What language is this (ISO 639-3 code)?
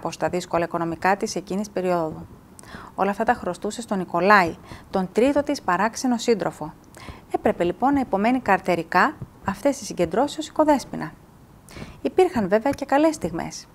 ell